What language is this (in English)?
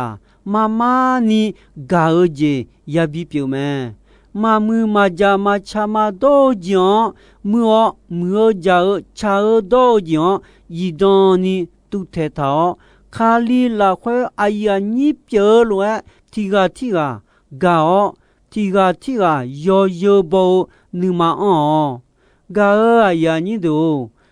Akha